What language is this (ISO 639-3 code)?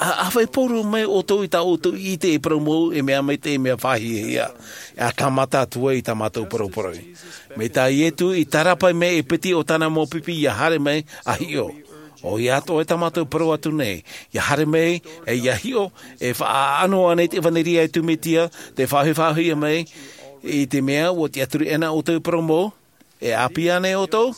tah